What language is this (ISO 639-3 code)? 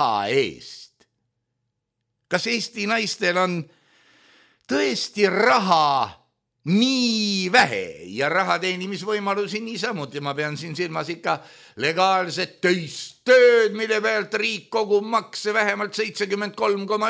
est